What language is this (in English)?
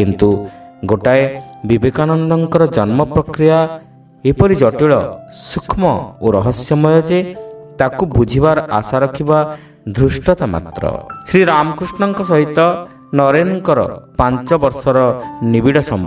Odia